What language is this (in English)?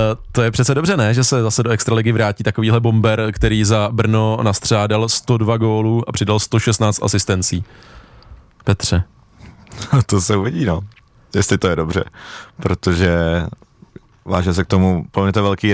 Czech